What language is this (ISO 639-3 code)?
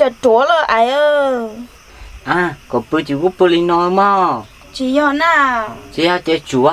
hmn